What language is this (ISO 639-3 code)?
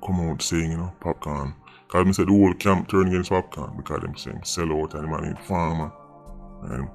jam